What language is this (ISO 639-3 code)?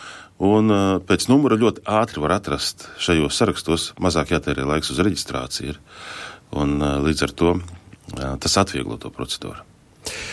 lav